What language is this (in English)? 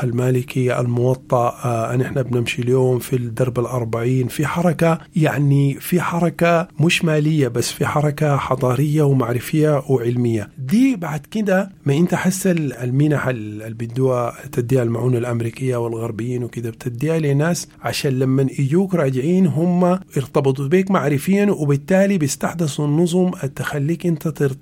Sudanese Arabic